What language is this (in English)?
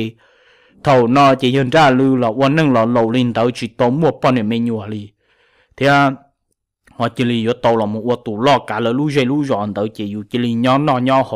Hmong